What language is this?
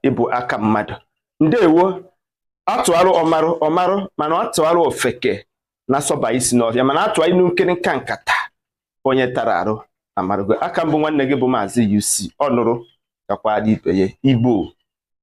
Igbo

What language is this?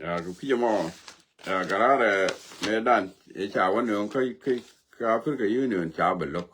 Nuer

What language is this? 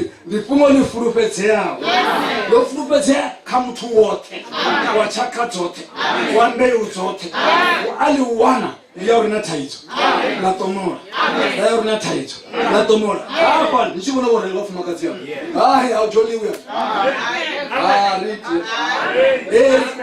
Venda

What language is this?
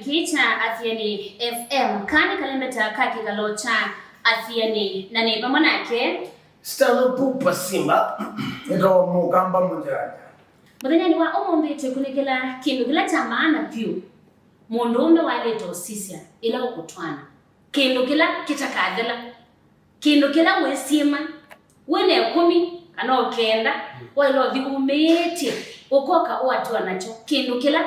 Kamba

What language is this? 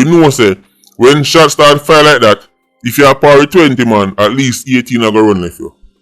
Jamaican Creole English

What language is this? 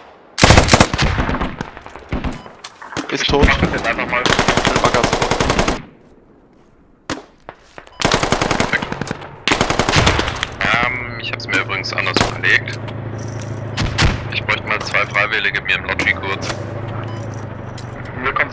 German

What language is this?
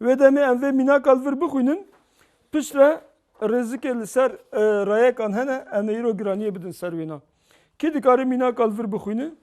Kurdish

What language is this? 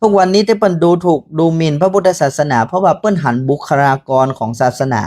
Northern Thai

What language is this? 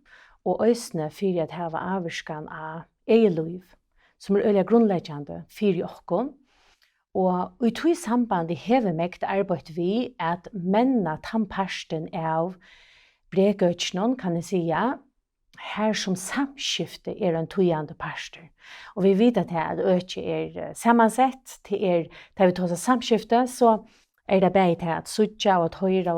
Faroese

